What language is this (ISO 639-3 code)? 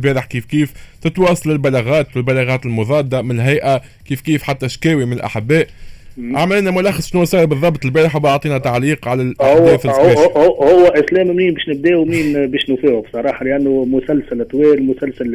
aeb